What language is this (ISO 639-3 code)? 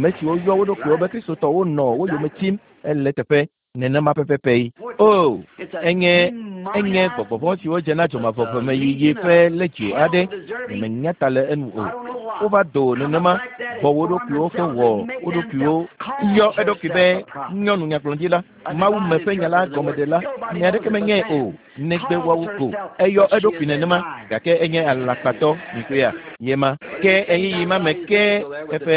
ewe